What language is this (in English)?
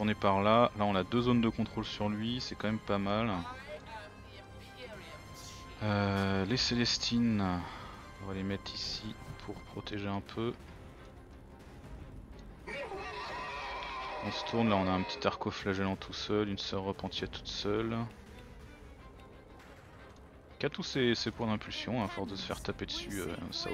French